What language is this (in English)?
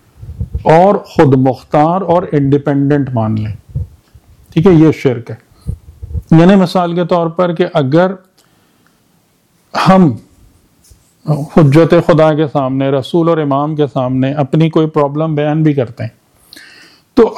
Urdu